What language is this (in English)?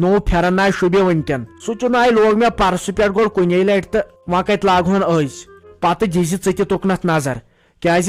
Kashmiri